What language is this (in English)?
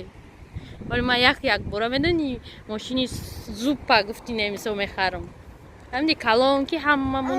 Tajik